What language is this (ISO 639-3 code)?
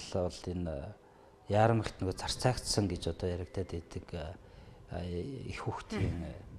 mon